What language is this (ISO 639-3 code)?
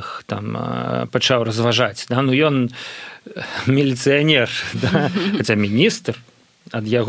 bel